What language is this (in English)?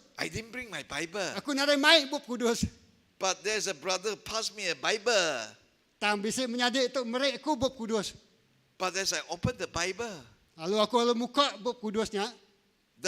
Iban